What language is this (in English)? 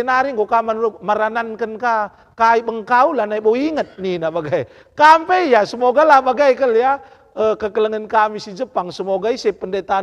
Batak Karo